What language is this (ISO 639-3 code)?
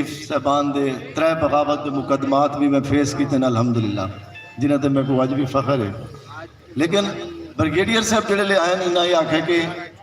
skr